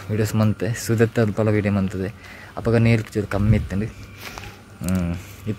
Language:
Tulu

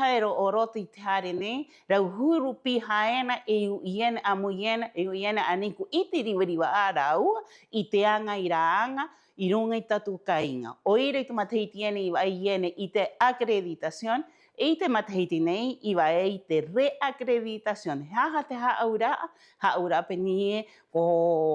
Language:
Rapanui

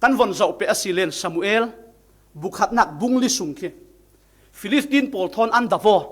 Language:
Falam Chin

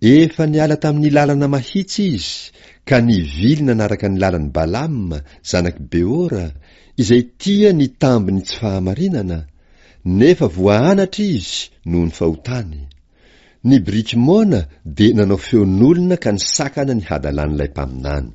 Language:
Malagasy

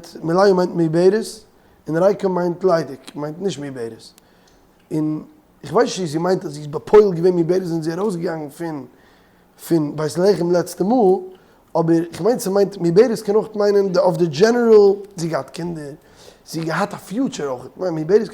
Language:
Yiddish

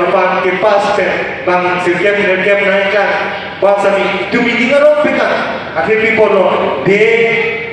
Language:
Karbi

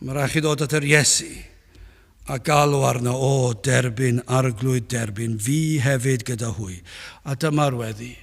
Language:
Welsh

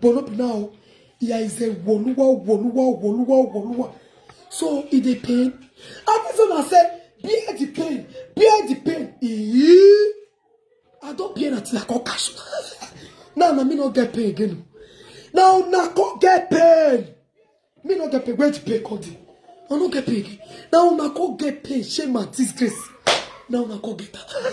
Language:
Nigerian Pidgin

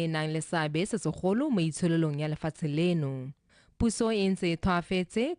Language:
Tswana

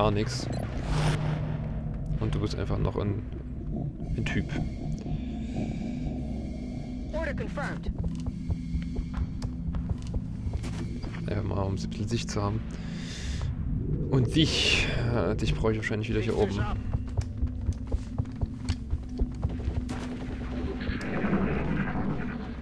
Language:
German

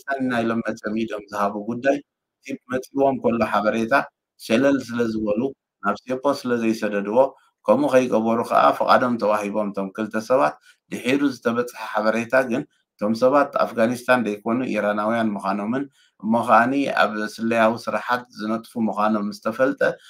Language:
Tigrinya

